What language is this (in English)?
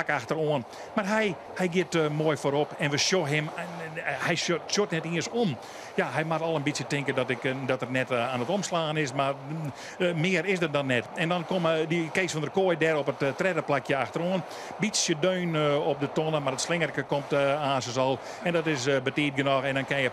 Western Frisian